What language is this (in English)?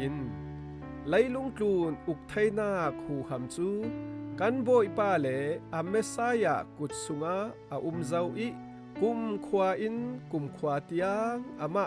Falam Chin